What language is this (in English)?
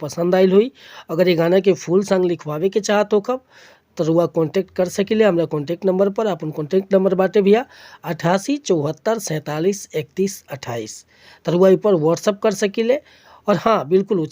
Bhojpuri